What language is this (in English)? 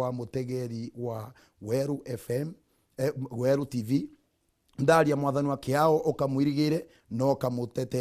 Meru